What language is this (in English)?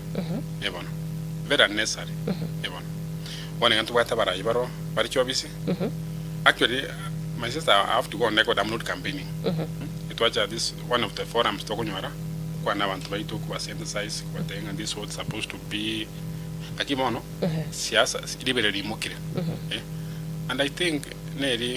Gusii